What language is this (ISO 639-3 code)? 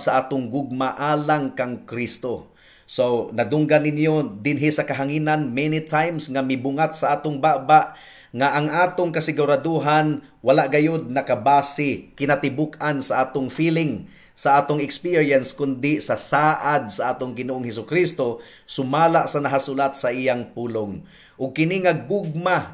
ceb